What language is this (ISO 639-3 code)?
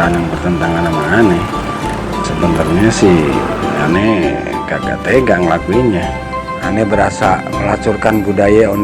bew